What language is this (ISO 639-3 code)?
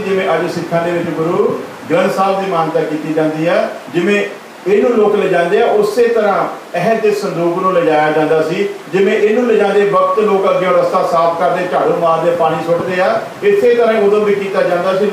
pan